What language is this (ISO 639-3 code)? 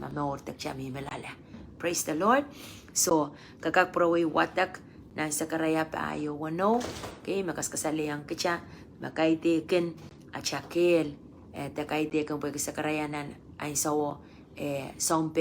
pon